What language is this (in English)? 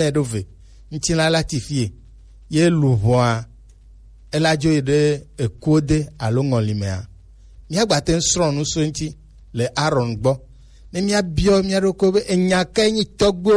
Gen